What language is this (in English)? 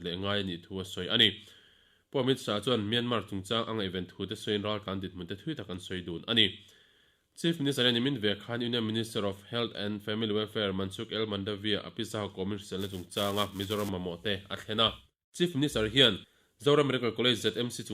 Mizo